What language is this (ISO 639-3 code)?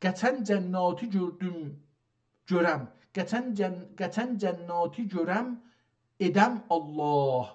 azb